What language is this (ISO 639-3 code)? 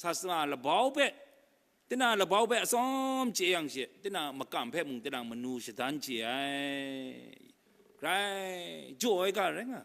kac